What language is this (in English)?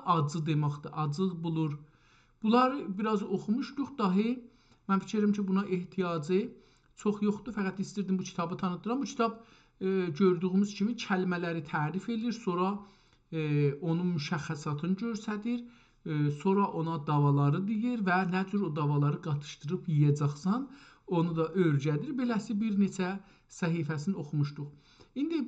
South Azerbaijani